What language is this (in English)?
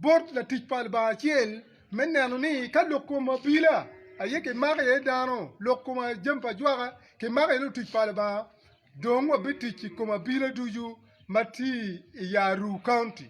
Acoli